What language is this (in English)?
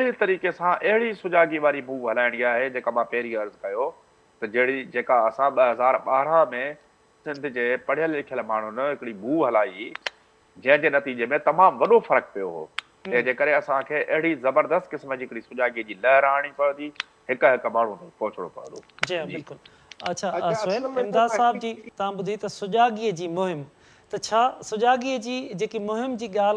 Sindhi